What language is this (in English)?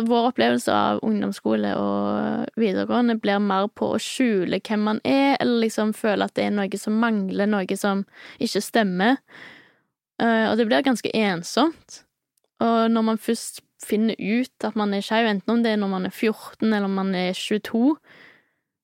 Norwegian